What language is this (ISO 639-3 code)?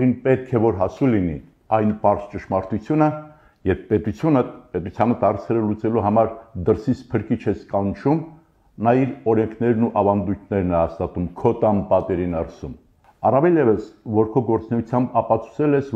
hye